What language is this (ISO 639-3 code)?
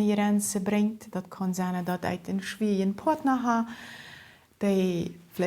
pdt